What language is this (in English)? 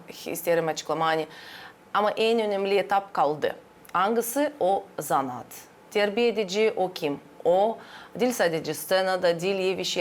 Gagauz